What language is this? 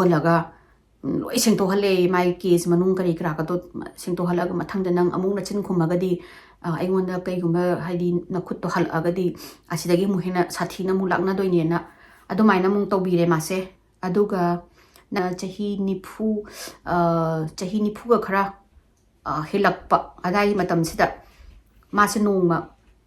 Manipuri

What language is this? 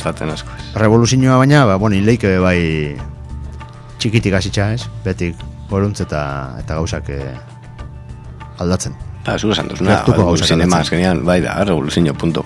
Basque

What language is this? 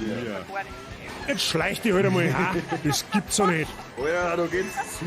Bavarian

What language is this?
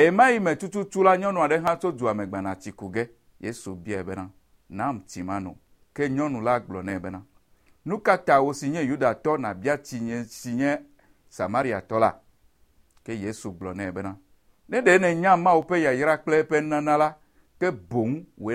Ewe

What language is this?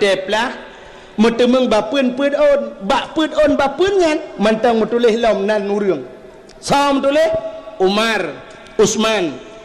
Achinese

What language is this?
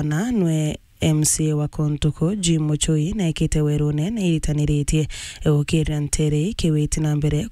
Meru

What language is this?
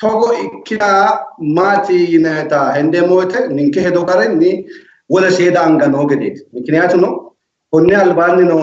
Sidamo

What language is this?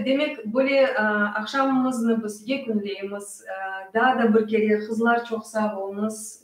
Crimean Tatar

